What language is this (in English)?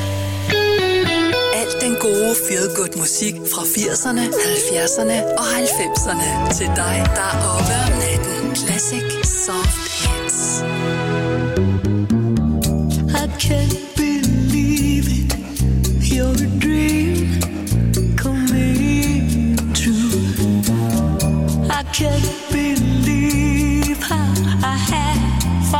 Danish